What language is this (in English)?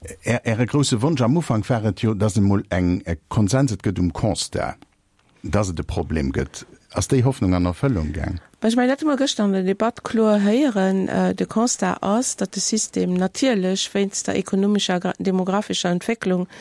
Luxembourgish